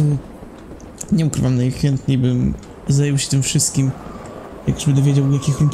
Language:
Polish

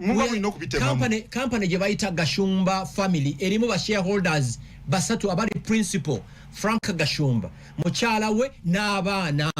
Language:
Ganda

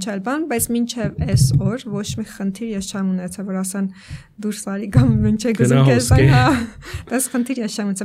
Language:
Armenian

